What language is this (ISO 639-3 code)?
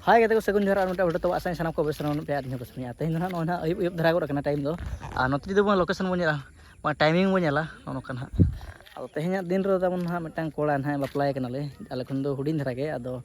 sat